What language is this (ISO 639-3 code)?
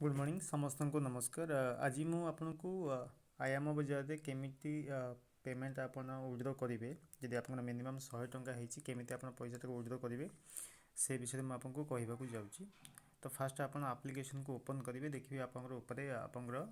ori